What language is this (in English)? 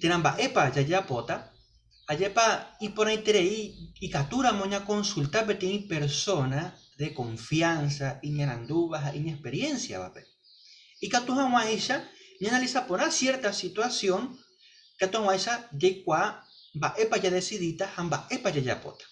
Guarani